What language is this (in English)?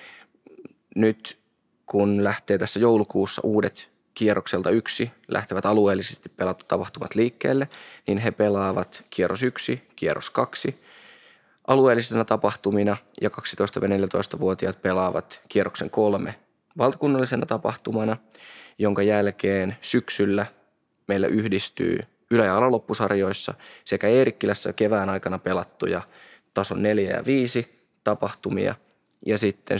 Finnish